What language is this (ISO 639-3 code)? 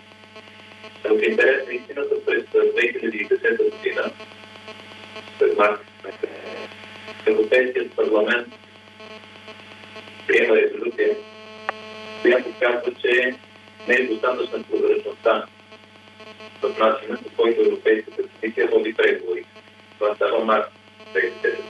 bul